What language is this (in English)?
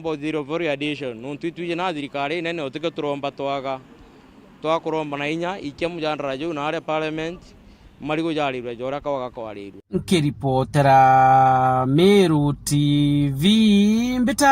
Meru